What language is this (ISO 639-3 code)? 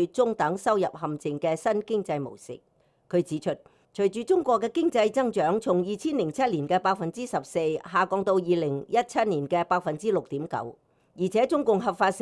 yue